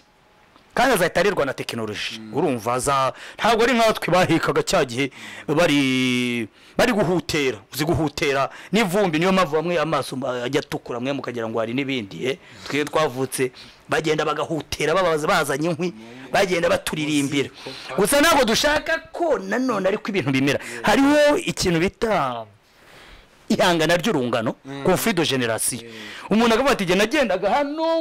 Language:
Kinyarwanda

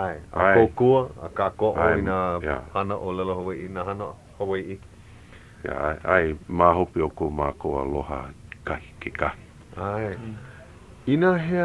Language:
Hawaiian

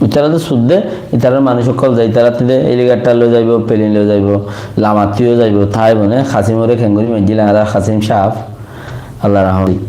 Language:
Rohingya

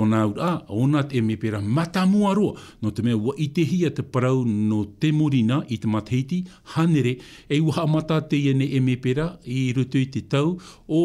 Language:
Tahitian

